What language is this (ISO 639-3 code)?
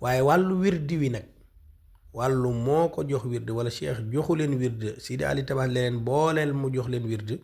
wol